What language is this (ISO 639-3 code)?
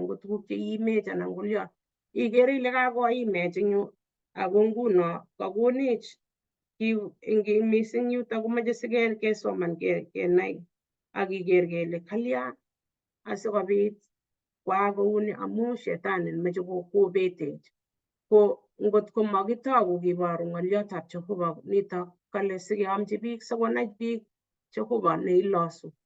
kln